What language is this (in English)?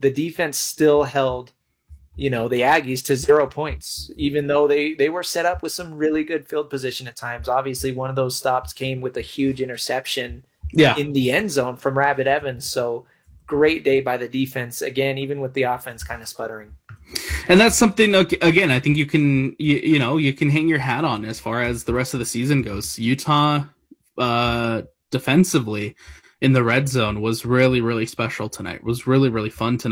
English